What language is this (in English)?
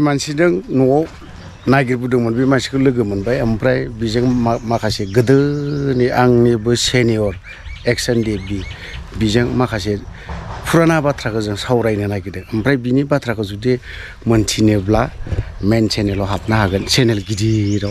Bodo